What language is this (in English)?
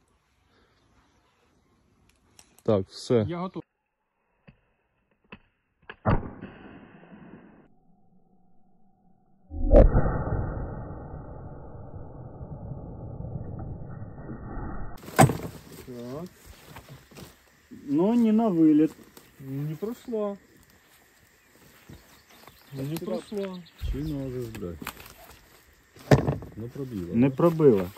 Ukrainian